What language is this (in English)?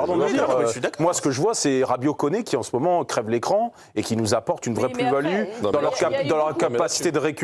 French